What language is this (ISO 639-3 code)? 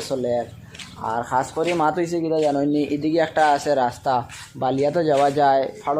syl